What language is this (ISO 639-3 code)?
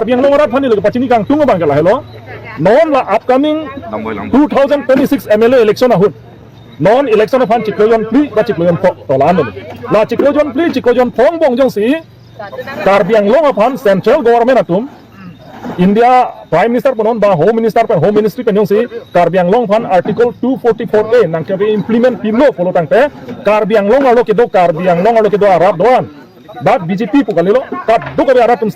mjw